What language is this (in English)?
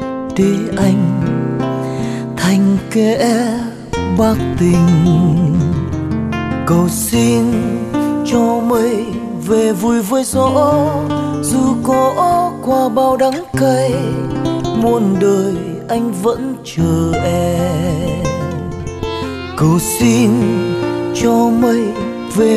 Vietnamese